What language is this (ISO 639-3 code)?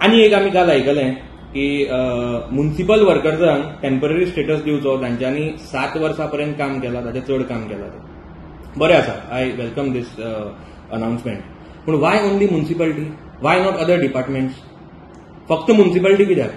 kok